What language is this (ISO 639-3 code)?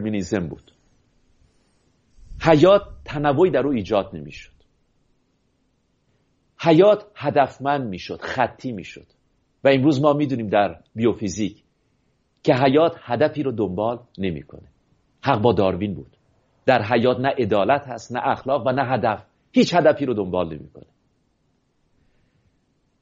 fas